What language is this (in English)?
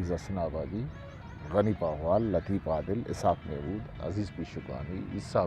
Eastern Balochi